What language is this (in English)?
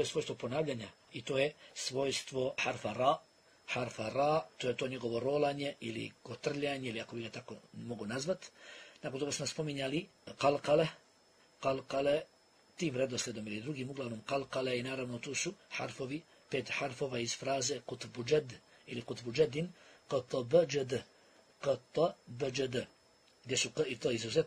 Bosnian